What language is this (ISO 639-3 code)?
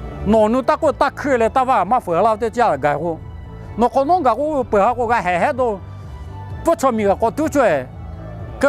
lhu